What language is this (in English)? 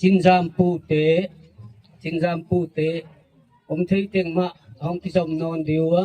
Gangte